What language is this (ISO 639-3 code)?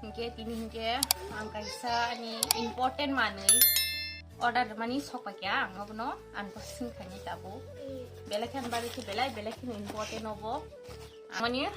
trp